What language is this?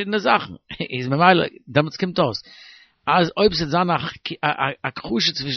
Yiddish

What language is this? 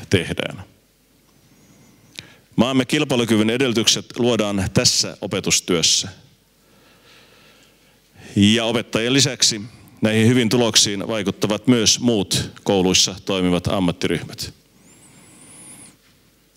Finnish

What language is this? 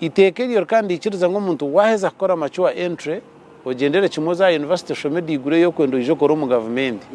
Nyankole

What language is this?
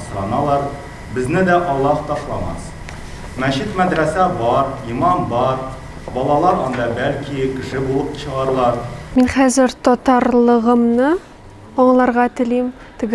Tatar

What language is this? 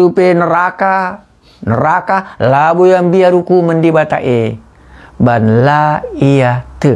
Batak Karo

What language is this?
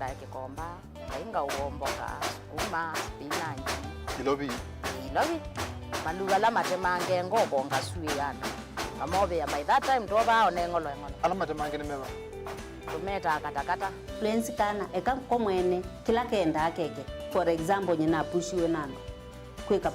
Kamba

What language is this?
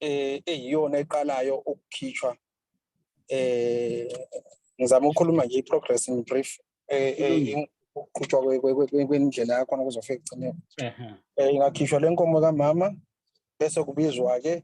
Zulu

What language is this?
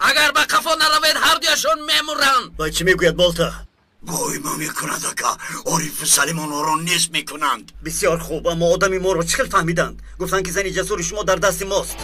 Tajik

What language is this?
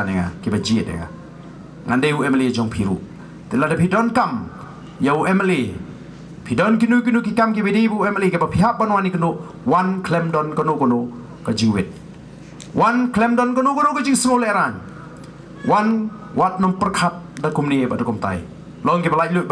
Khasi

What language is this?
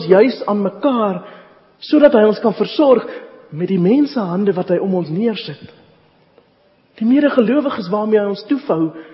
Afrikaans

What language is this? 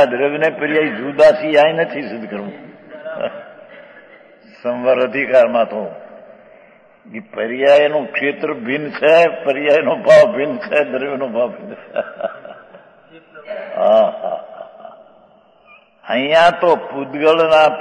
Gujarati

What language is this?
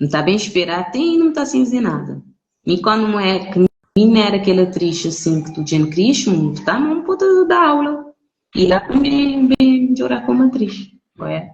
Kabuverdianu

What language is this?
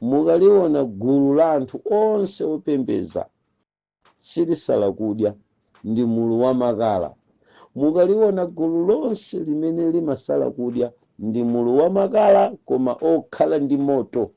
Nyanja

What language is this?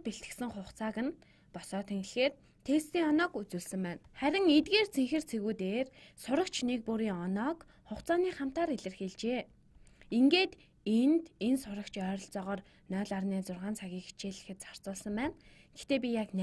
Mongolian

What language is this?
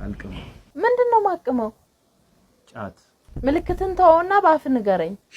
Amharic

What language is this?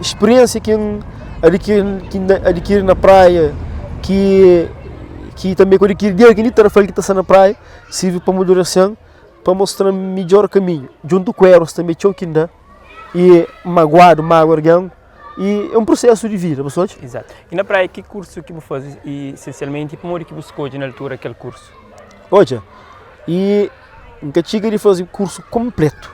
Kabuverdianu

